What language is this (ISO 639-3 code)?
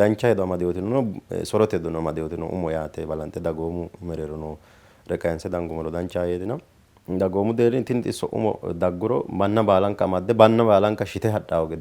sid